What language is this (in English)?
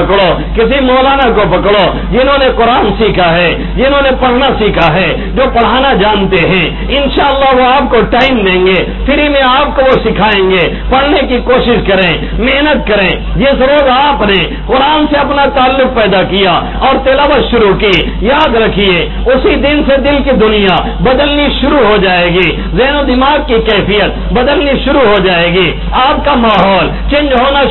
Urdu